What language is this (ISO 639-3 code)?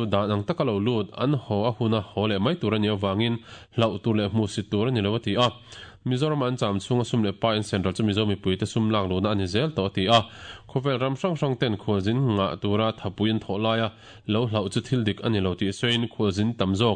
lus